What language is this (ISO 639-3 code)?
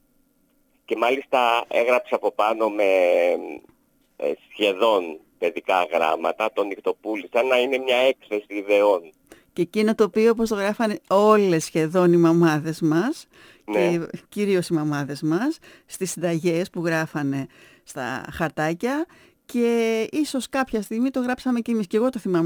ell